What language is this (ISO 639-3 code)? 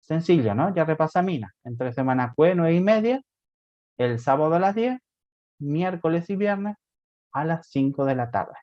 grn